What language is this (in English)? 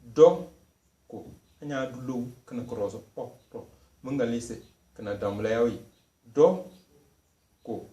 Tem